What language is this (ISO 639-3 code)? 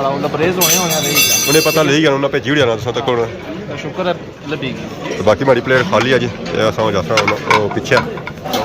phr